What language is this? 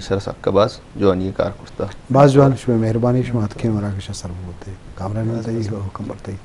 Eastern Balochi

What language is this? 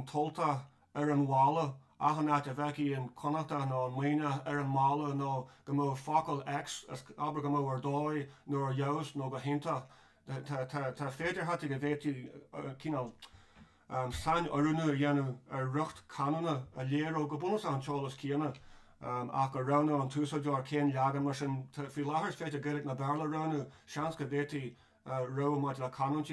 Irish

